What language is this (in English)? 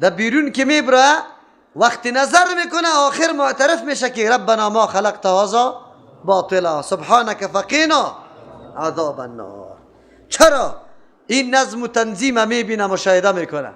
Persian